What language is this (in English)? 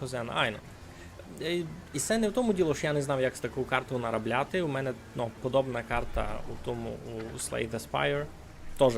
Rusyn